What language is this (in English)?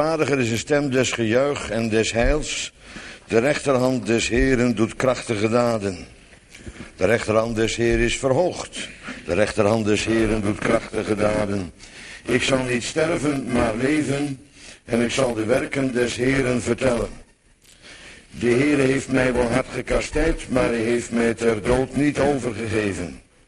Dutch